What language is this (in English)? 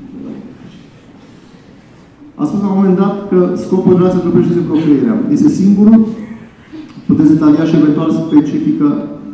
Romanian